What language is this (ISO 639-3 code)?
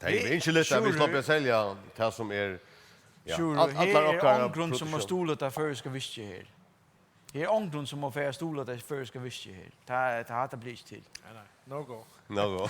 fao